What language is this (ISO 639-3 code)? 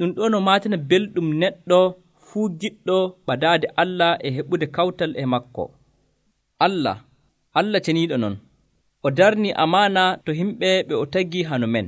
fuv